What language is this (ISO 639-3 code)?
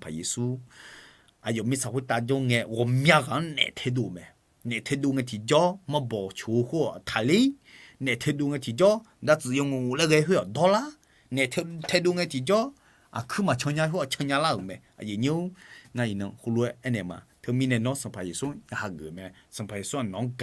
ahk